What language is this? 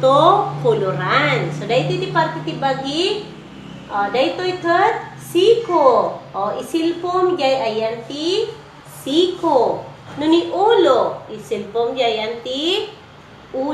Iloko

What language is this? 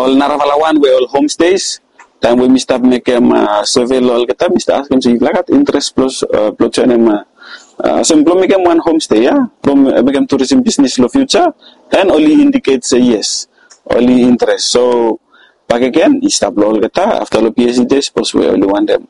Bislama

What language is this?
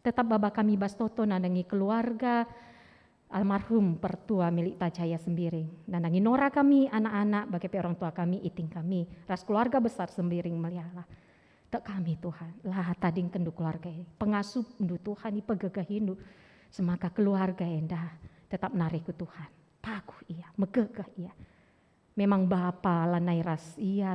Batak Karo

